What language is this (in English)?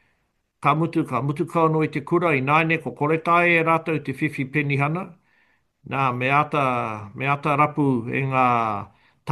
Māori